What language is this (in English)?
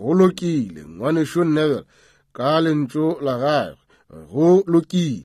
Northern Sotho